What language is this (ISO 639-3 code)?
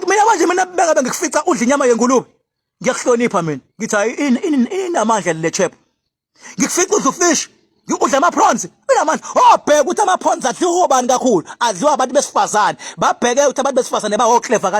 zul